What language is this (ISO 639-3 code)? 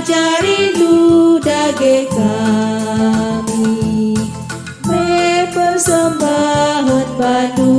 btx